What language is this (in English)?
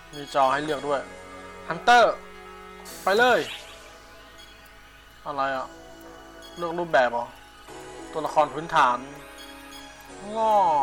Thai